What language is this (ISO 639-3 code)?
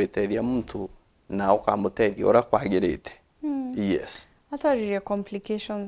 mer